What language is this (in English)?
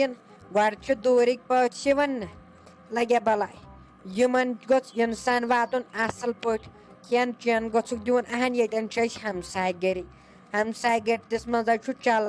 Kashmiri